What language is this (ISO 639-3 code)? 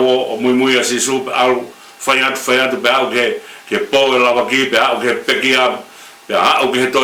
ton